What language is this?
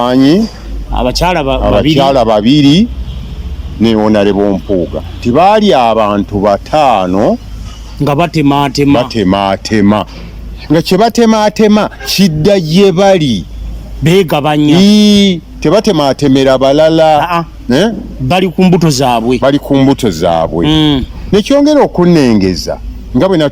Ganda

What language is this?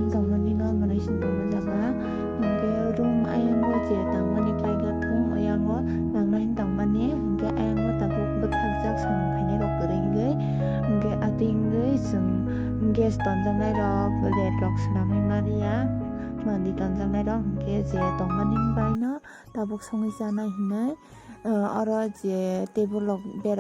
Kok Borok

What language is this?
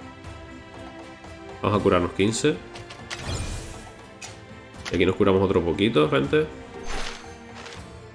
Spanish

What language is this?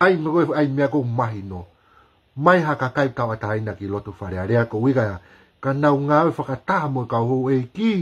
Tongan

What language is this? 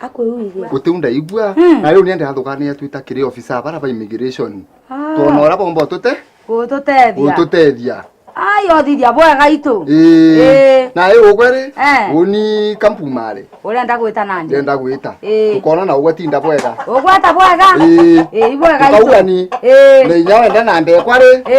Meru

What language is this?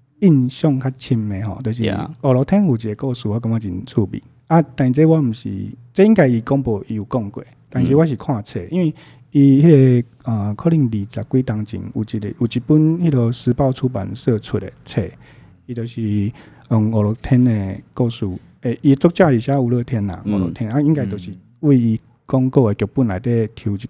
Min Nan Chinese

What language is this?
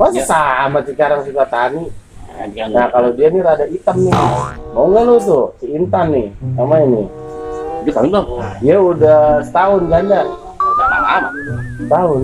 Betawi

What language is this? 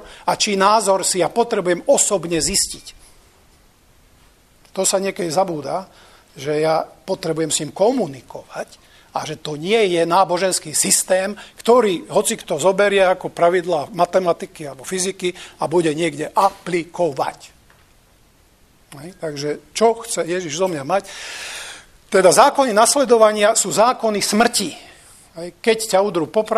Slovak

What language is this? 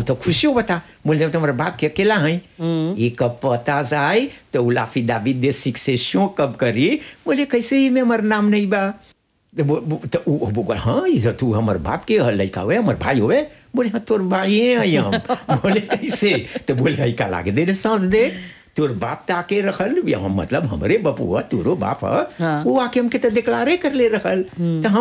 Bhojpuri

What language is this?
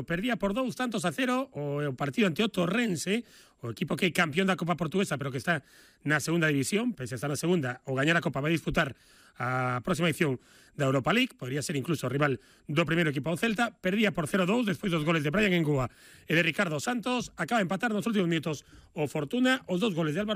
Galician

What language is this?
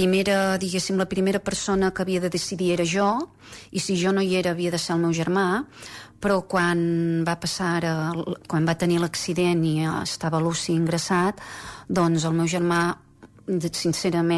Catalan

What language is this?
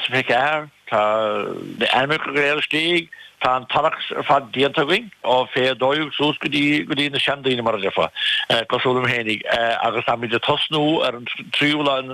Irish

